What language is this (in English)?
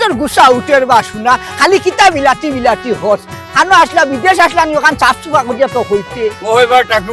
Sylheti